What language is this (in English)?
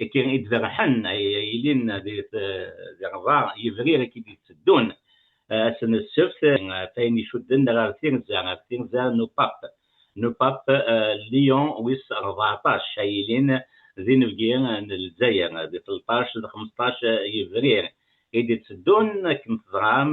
Kabyle